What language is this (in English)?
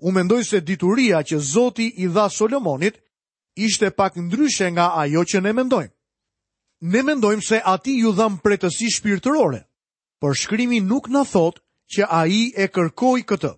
Albanian